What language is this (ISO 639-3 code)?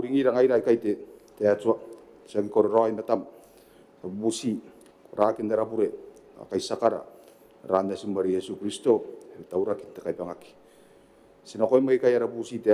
gil